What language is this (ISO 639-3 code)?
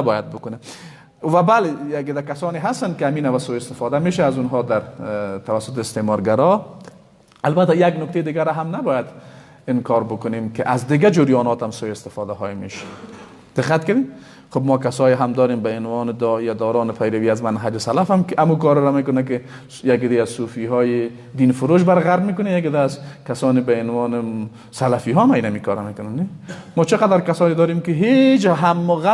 fas